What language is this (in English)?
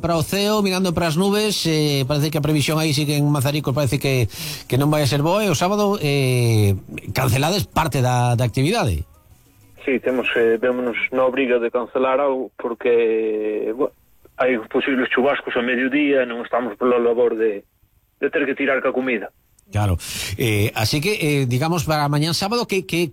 Galician